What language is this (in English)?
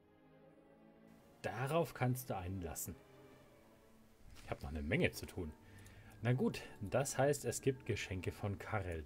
German